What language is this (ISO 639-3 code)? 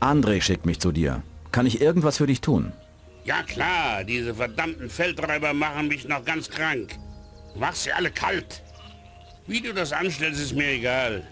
bar